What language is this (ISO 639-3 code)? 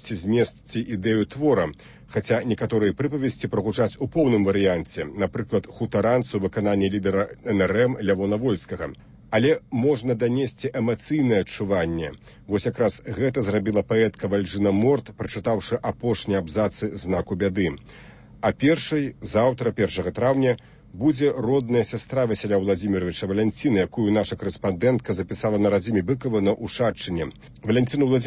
bel